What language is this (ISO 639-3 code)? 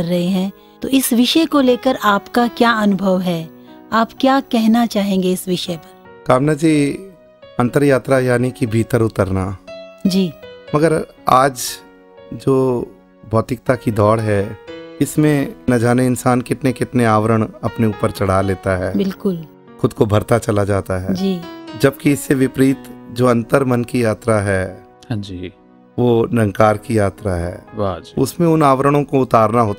hin